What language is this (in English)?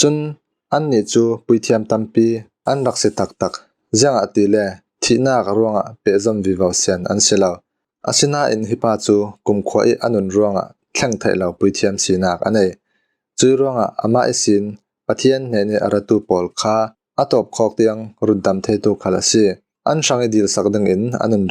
Falam Chin